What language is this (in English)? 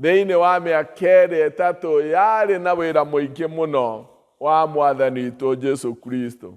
Kikuyu